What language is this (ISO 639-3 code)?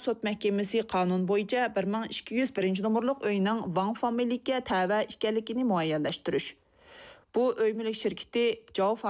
uig